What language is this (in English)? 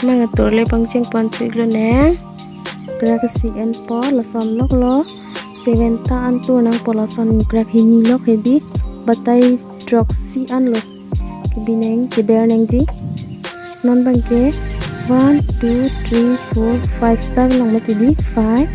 Karbi